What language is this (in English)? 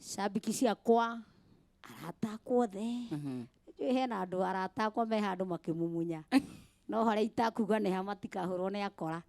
Kikuyu